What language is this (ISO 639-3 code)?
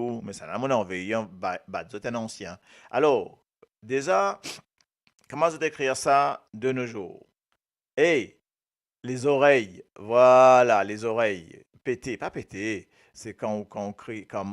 mfe